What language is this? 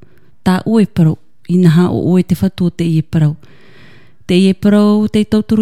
Tahitian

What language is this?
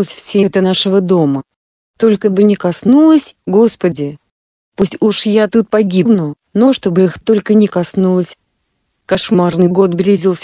Russian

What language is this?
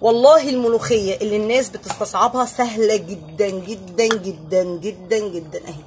Egyptian Arabic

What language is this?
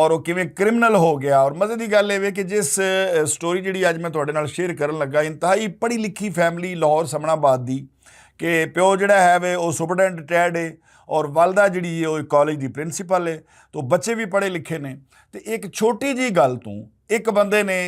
Western Panjabi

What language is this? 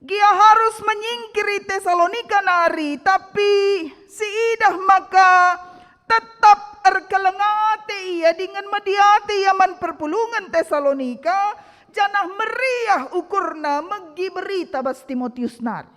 Batak Karo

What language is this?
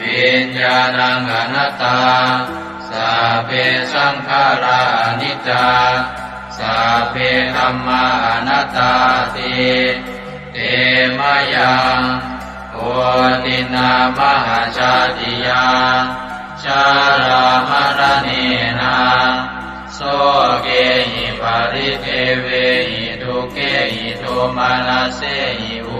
Pali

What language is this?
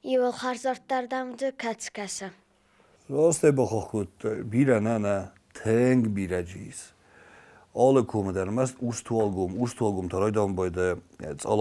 Ossetic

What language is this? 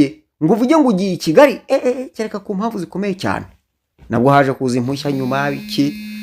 Kinyarwanda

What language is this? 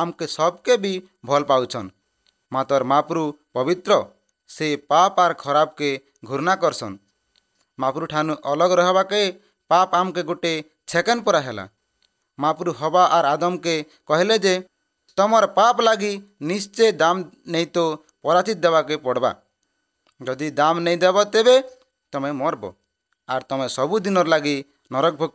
Odia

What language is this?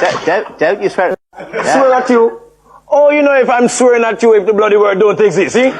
Jamaican Creole English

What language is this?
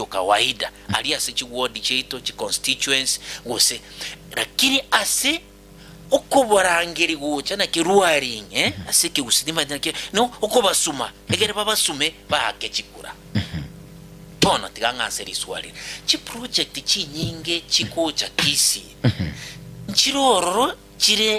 Gusii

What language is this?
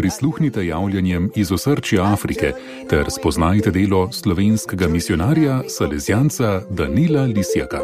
Slovenian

